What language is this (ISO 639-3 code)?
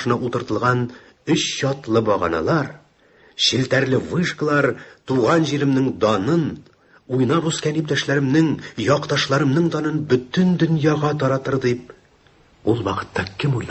tat